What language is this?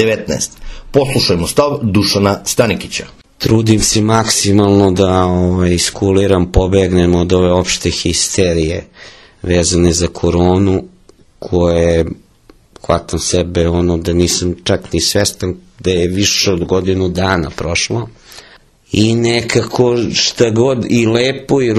Serbian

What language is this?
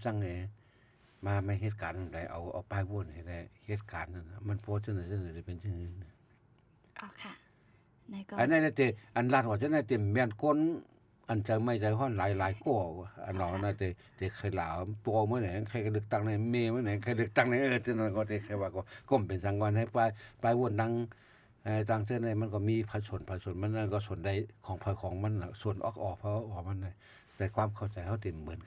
Shan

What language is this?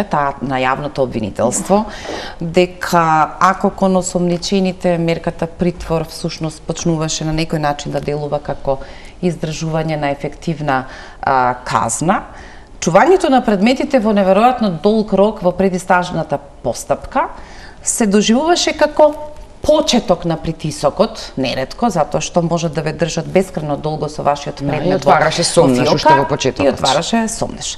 Macedonian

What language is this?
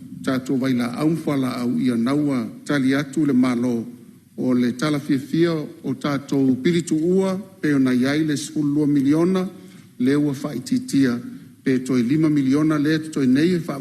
Samoan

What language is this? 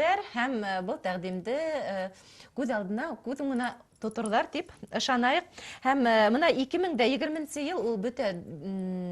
Bashkir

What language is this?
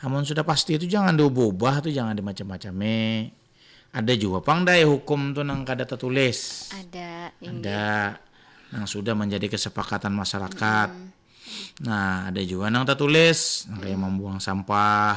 Banjar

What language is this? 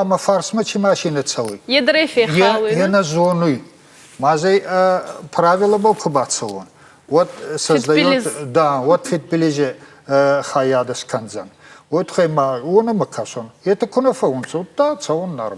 Ossetic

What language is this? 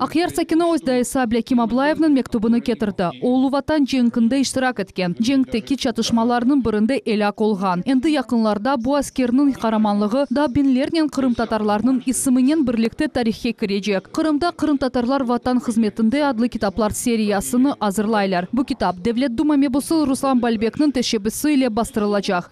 Crimean Tatar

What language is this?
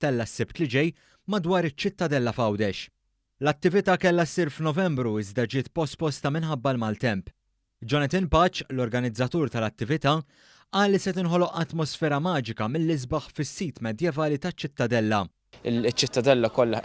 Maltese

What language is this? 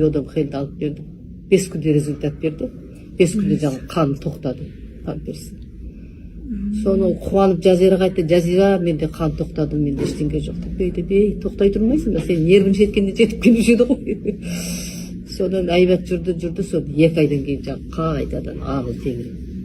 Kazakh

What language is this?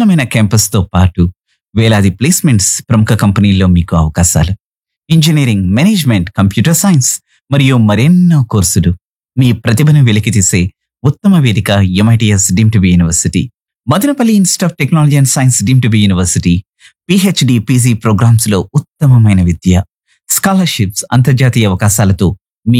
Telugu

